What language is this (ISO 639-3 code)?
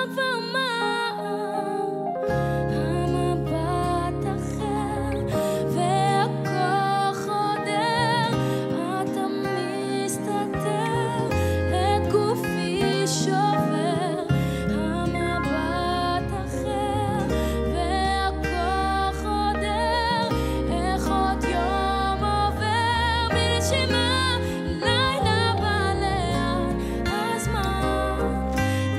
heb